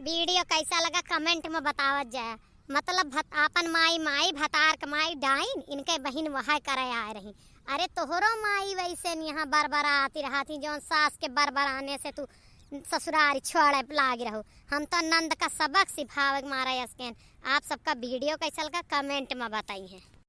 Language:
Awadhi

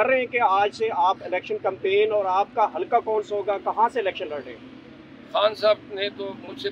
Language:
Urdu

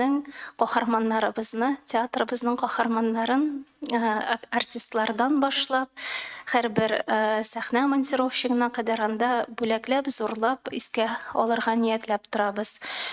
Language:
Tatar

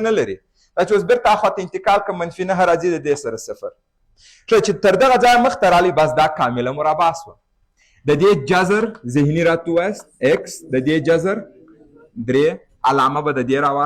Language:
Pashto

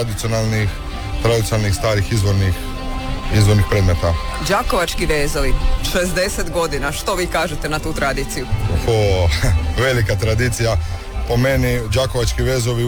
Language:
Croatian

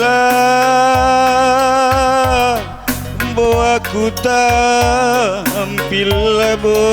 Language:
Batak Karo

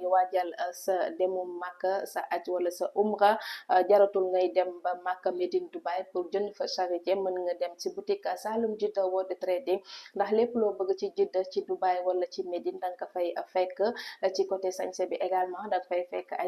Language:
Wolof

